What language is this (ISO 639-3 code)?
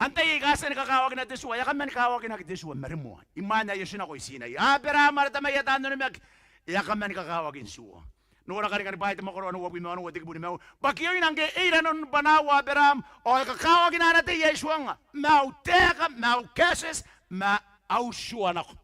gil